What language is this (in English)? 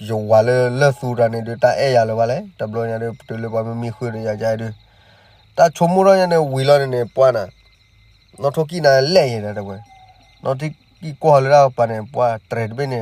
S'gaw Karen